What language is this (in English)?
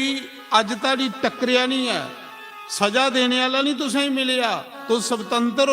Dogri